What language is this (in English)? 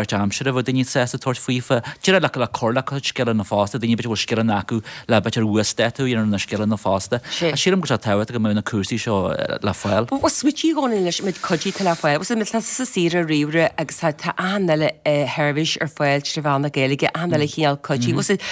Irish